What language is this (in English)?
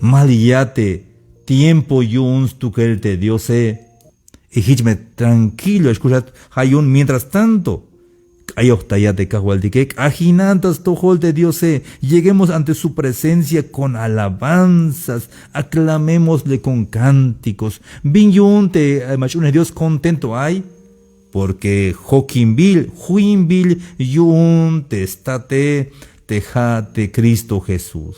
Tzeltal